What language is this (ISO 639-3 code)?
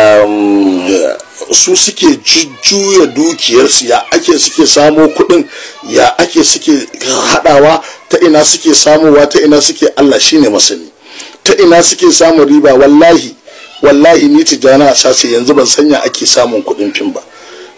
hau